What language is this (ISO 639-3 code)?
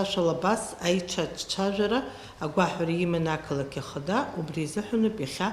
abk